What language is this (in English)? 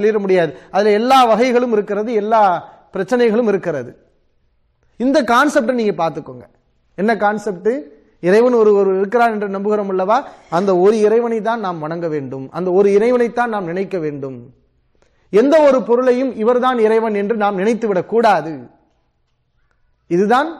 Tamil